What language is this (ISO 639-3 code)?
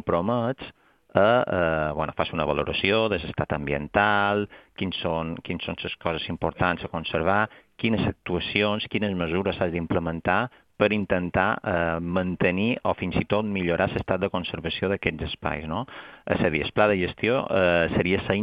cat